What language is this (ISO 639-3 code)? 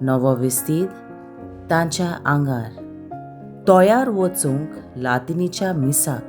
kok